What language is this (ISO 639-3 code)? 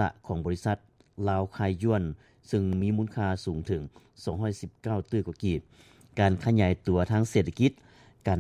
lao